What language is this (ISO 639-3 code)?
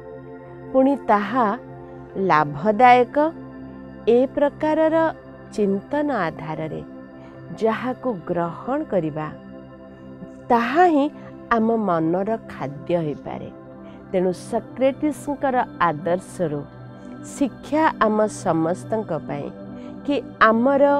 ori